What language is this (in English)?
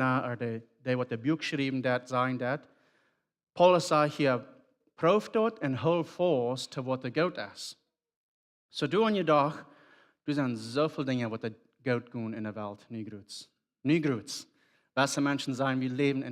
Plautdietsch